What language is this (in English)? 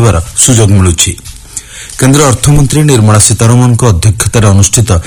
Odia